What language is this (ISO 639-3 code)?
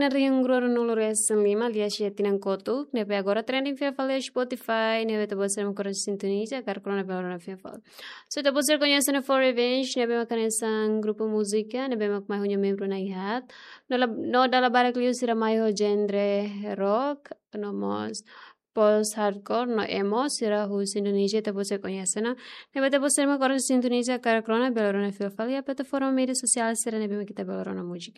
tet